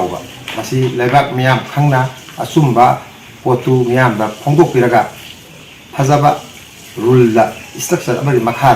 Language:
Manipuri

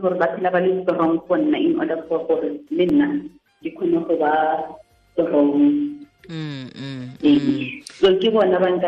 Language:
Tswana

